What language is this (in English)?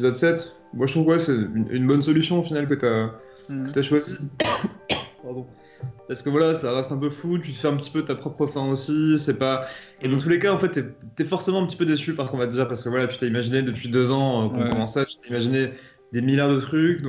French